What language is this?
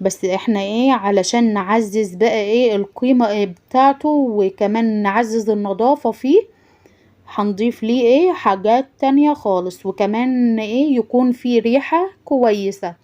Egyptian Arabic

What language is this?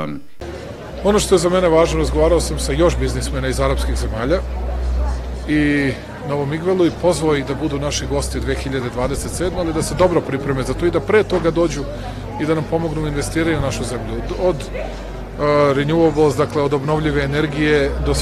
Serbian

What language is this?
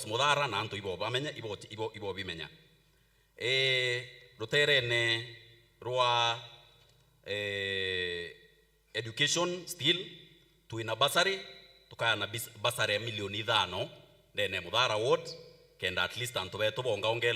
Meru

